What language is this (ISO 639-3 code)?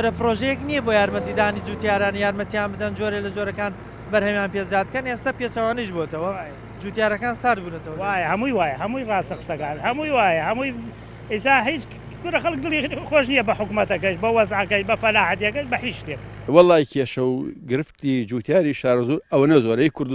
ckb